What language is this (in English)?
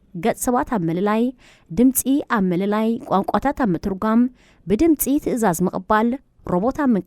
Tigrinya